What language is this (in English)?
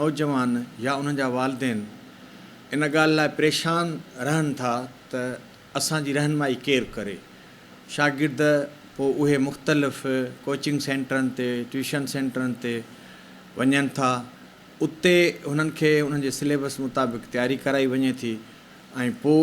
Sindhi